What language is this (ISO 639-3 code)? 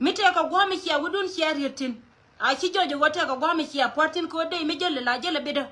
nus